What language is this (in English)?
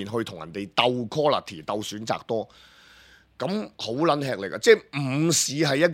Cantonese